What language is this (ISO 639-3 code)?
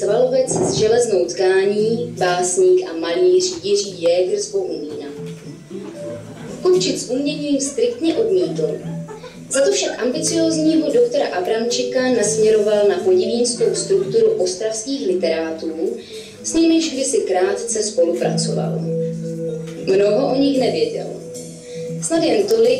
ces